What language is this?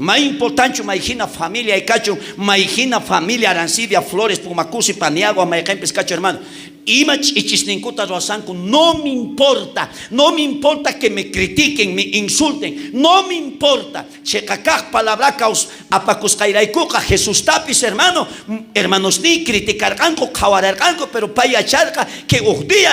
South Bolivian Quechua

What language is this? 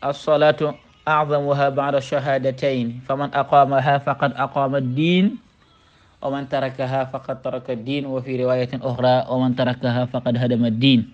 Wolof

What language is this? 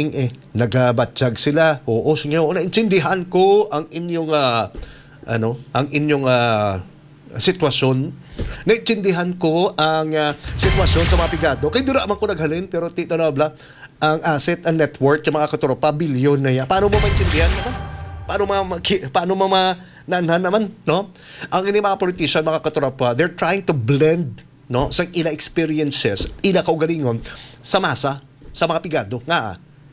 Hiligaynon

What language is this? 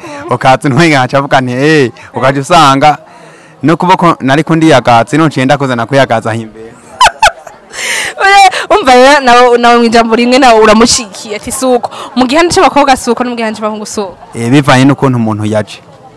Rundi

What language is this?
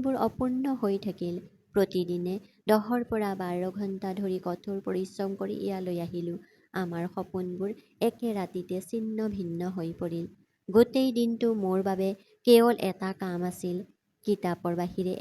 Assamese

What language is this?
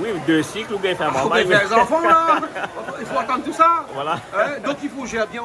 Réunion Creole French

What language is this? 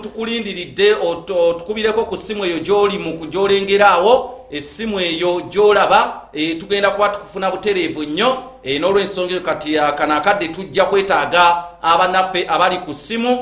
Ganda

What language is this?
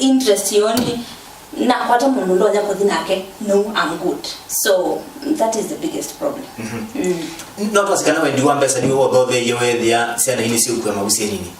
Kamba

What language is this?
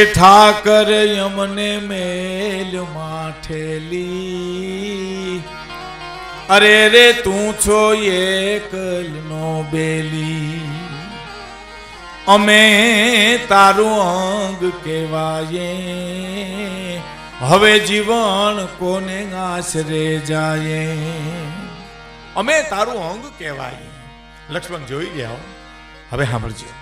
Gujarati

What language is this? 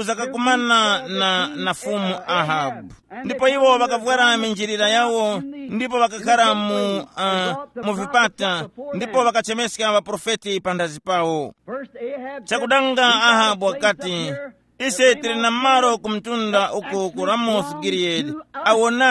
Tumbuka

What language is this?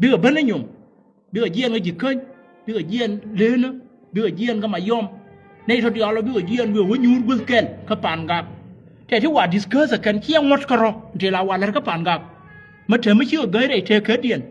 Nuer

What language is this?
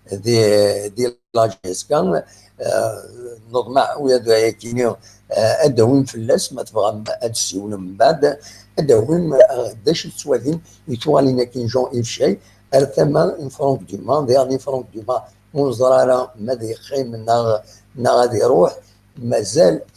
Kabyle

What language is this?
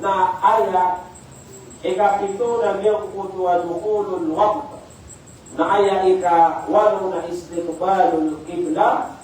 Maranao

